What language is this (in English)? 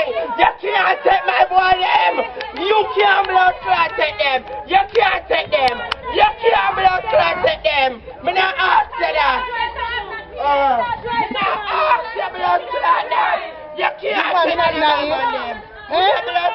Jamaican Creole English